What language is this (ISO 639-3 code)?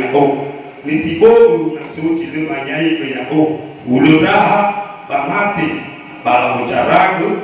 nia